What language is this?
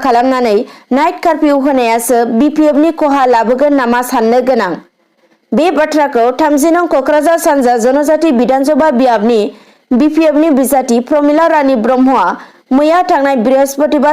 Bodo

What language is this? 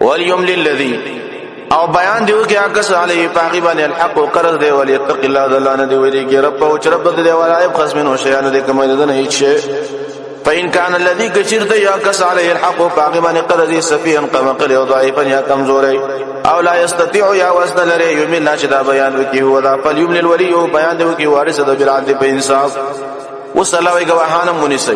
Pashto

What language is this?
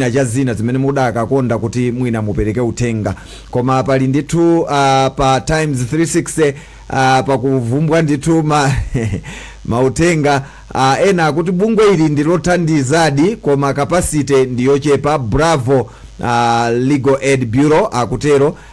Nyanja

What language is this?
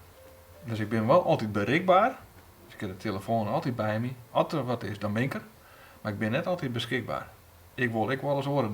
Western Frisian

